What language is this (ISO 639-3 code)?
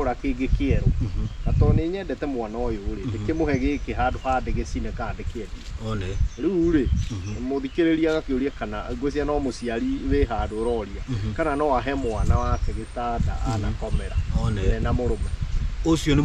kik